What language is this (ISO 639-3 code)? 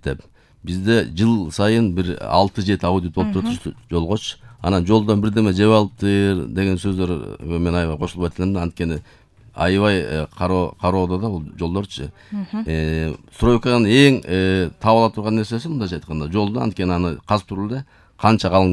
kir